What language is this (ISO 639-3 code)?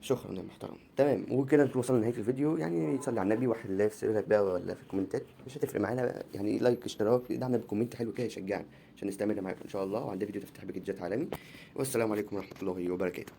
arz